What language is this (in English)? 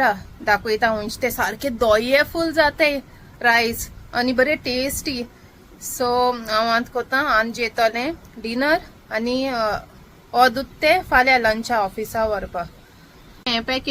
Konkani